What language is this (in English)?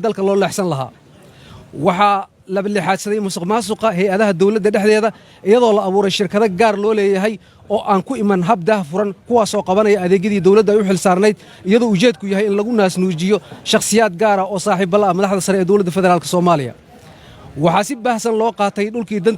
Somali